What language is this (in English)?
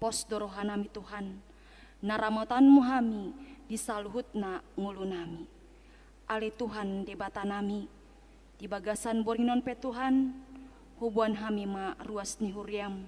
Batak Toba